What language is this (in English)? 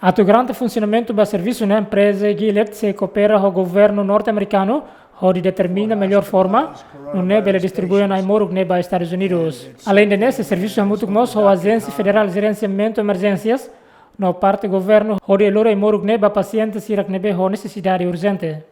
Tetum